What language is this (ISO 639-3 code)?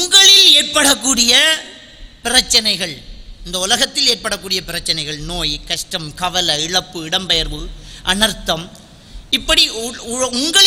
tam